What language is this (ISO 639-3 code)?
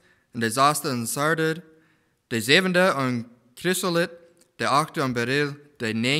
pdt